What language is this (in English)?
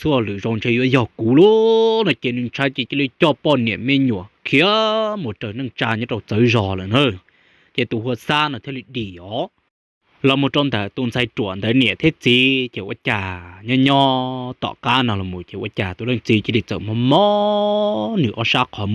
Hmong